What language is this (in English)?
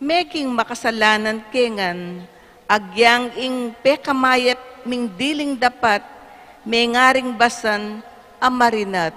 Pampanga